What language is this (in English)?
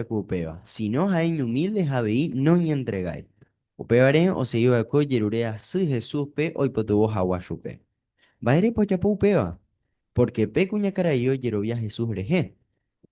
Guarani